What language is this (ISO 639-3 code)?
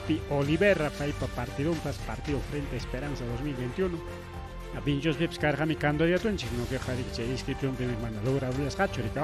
quy